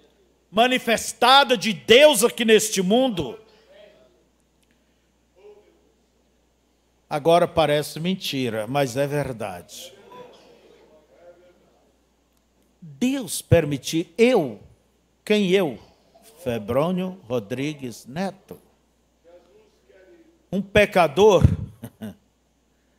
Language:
Portuguese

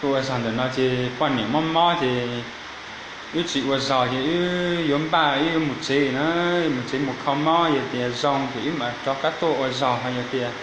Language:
Hmong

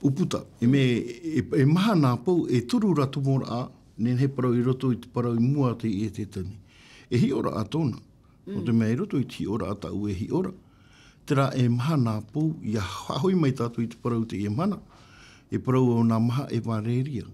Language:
Tahitian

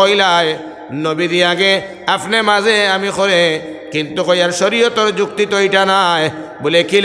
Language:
Sylheti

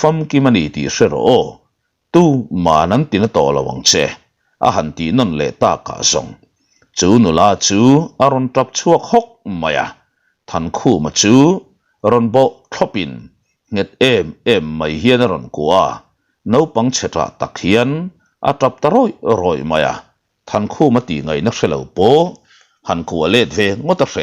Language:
Mizo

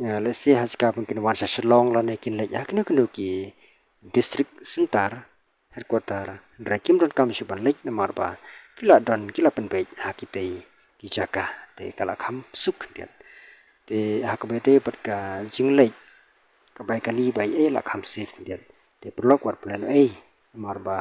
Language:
Khasi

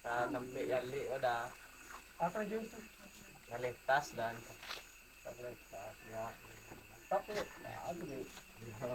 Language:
Minangkabau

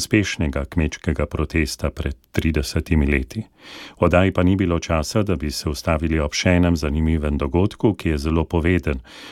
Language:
Slovenian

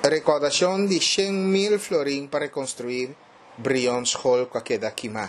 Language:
Papiamento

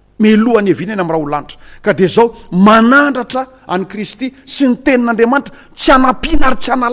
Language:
Malagasy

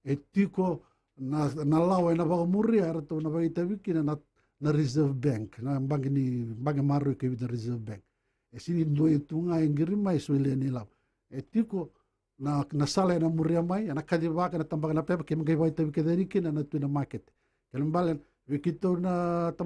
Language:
Fijian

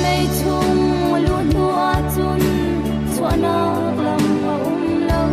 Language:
Falam Chin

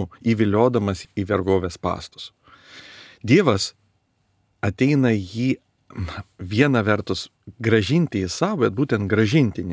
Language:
Lithuanian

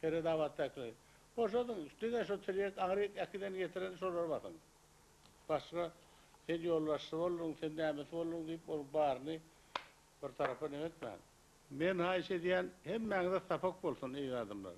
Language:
Turkmen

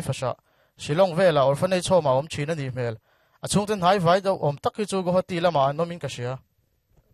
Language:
Mizo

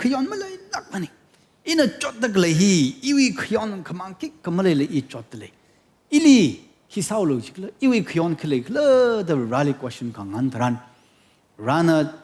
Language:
Tangkhul Naga (India)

